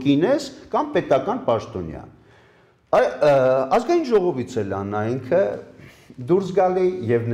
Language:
Armenian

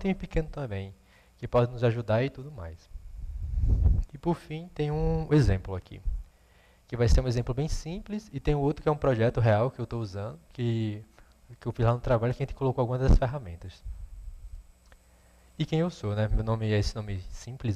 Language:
Portuguese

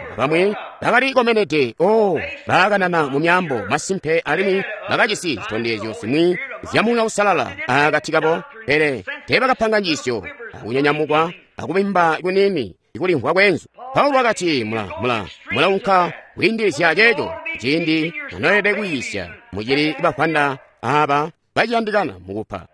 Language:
Tonga (Zambia)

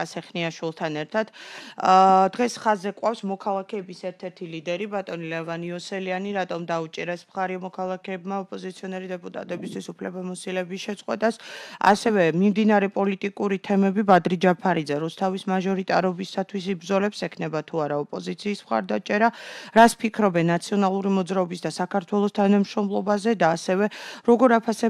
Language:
Georgian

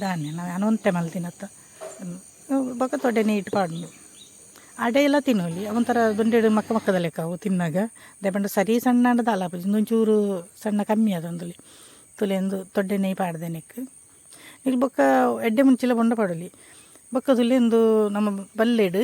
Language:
Tulu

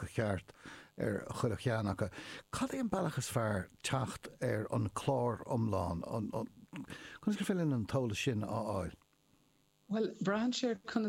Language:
Irish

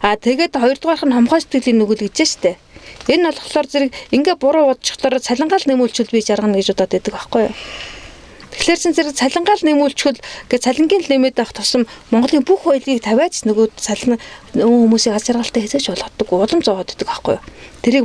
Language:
Mongolian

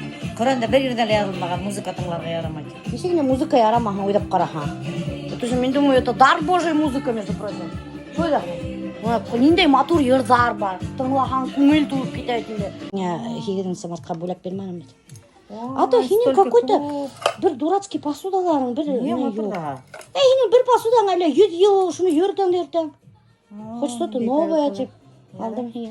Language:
Bashkir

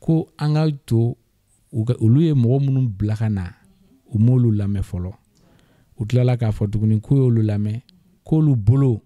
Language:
Bambara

